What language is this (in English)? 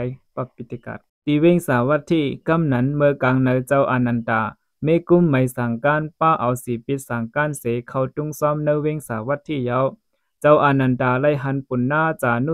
Shan